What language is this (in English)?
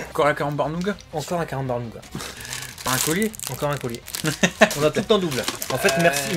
French